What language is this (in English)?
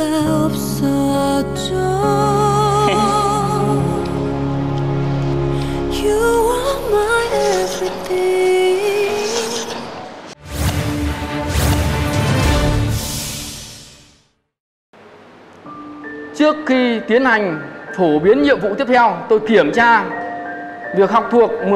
Vietnamese